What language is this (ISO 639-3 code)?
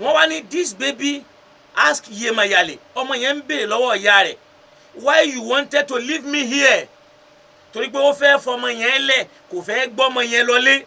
yor